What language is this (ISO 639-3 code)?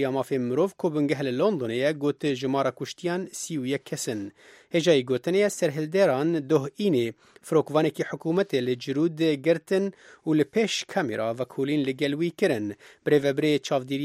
kur